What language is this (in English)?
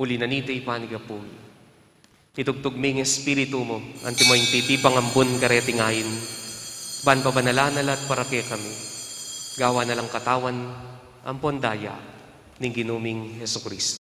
Pampanga